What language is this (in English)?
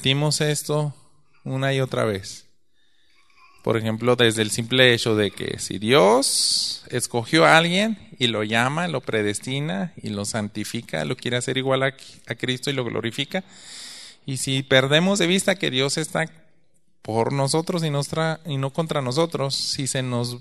Spanish